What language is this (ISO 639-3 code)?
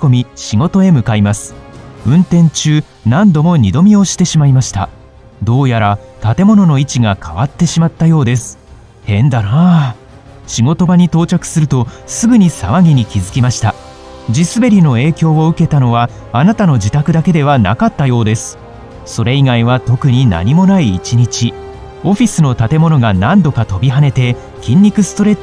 jpn